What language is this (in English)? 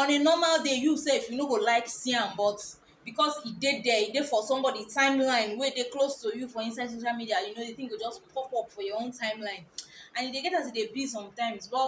Nigerian Pidgin